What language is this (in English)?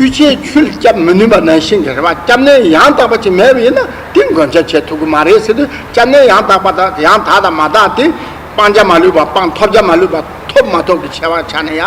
Tibetan